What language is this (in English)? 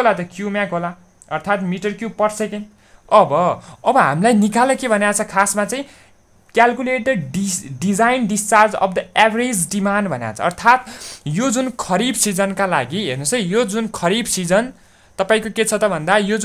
Nepali